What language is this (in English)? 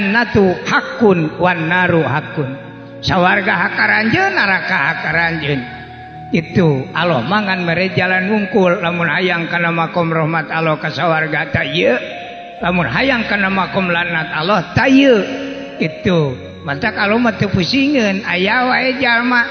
Sundanese